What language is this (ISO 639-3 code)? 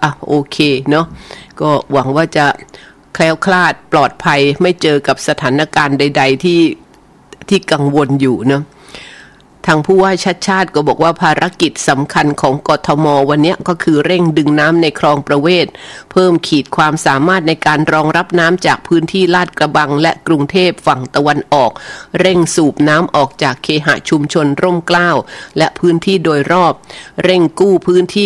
tha